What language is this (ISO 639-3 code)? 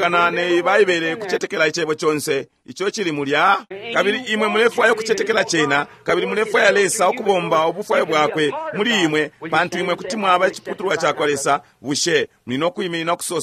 bem